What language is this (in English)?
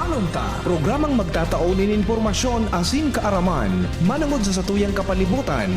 Bikol